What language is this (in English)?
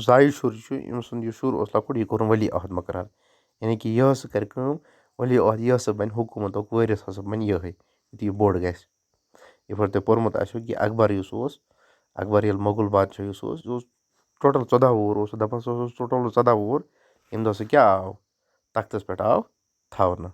Kashmiri